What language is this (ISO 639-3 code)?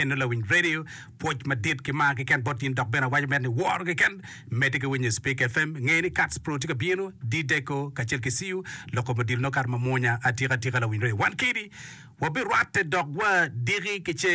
ach